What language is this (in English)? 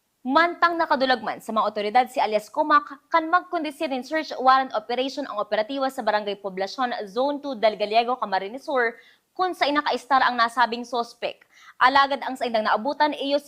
Bikol